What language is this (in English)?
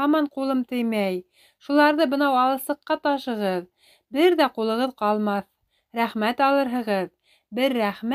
Bashkir